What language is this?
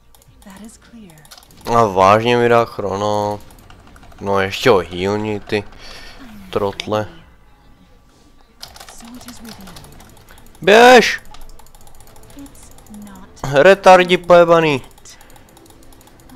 Czech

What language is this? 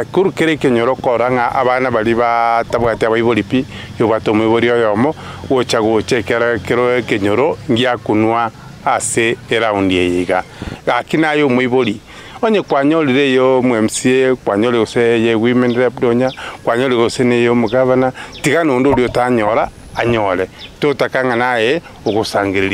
Gusii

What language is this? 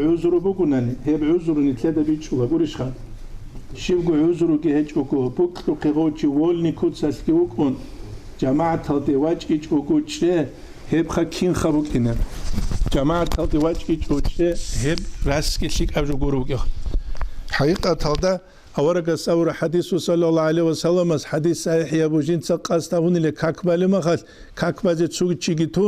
Avaric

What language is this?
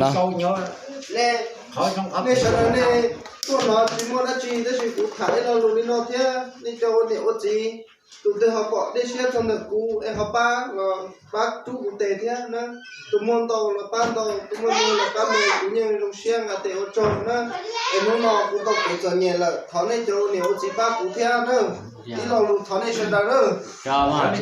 Hmong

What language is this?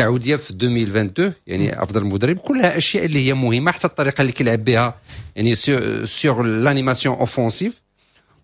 Moroccan Arabic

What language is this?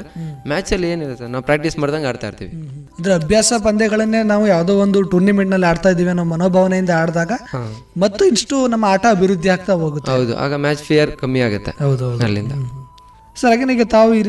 Kannada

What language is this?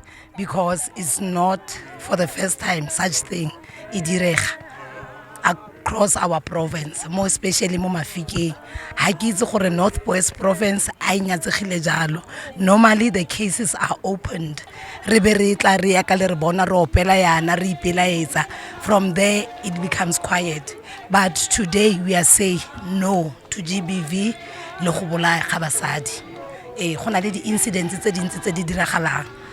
Tswana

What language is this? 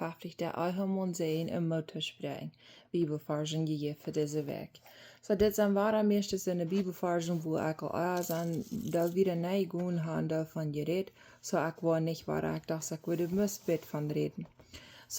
Plautdietsch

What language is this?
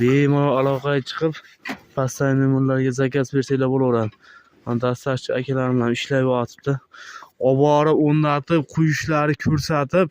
Uzbek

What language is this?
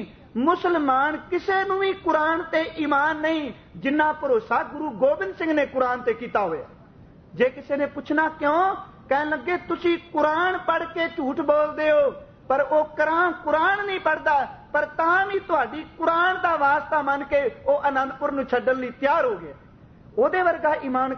Punjabi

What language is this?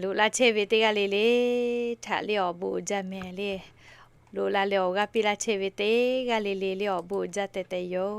Lahu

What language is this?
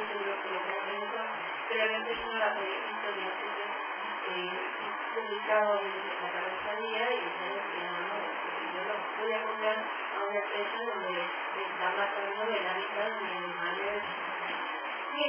Spanish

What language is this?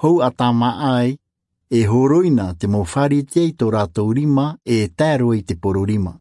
Tahitian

